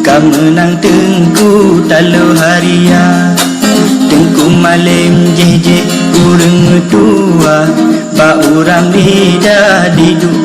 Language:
Achinese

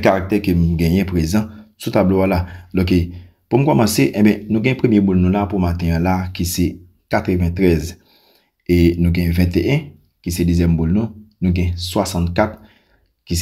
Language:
Haitian Creole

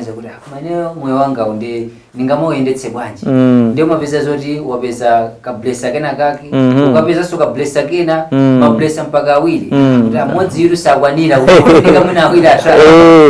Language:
Nyanja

